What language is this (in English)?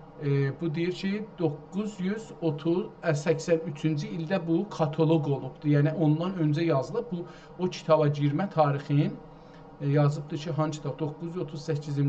South Azerbaijani